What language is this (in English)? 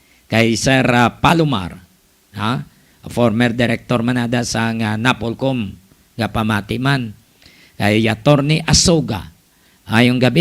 Hiligaynon